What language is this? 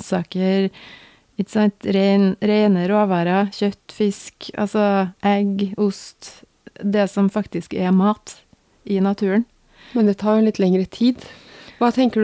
Norwegian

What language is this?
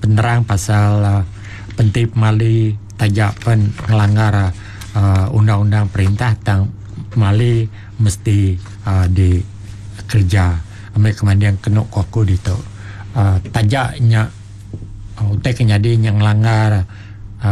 Iban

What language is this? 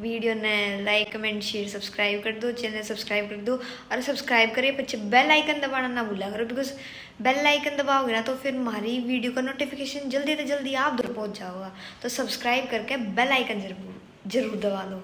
Haryanvi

